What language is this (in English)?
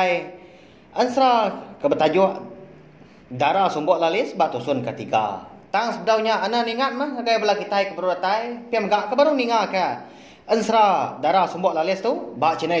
Iban